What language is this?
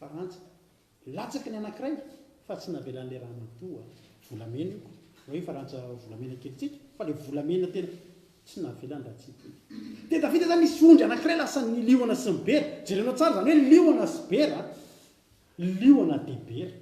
Malagasy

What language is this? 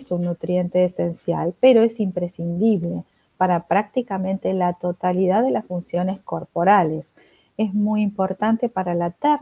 Spanish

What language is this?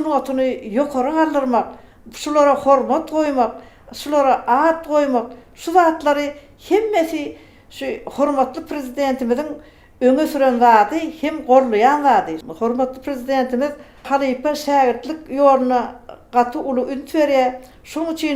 Turkmen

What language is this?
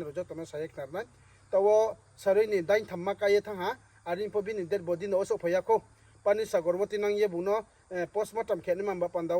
Riang (India)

